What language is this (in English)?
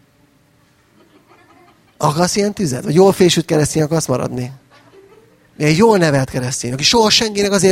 Hungarian